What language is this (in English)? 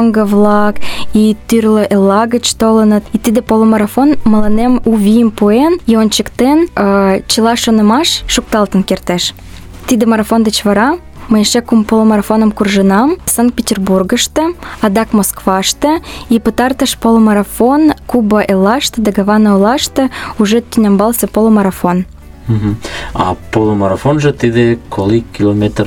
Mari